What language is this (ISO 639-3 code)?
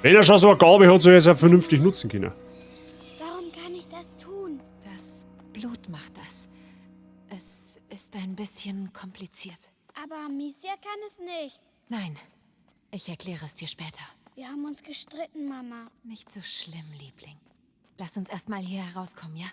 bar